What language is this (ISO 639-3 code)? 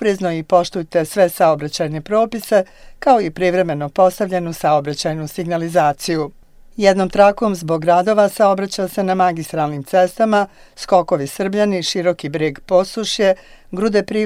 bos